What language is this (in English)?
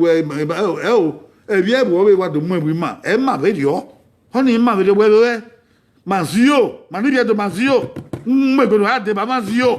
Bini